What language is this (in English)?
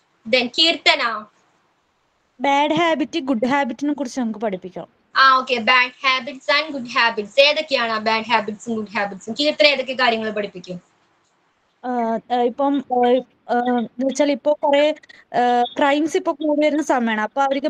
Malayalam